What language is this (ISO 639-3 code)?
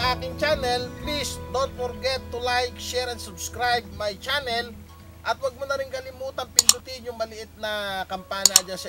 fil